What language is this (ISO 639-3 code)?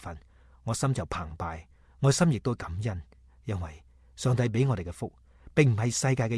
yue